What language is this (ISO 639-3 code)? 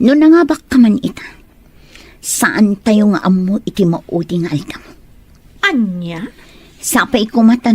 ilo